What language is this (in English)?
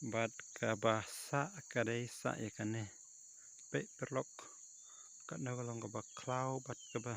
Khasi